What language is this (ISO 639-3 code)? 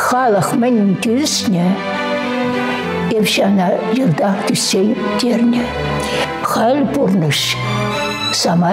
chv